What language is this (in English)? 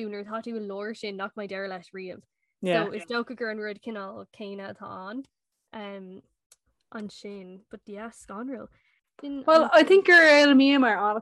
Irish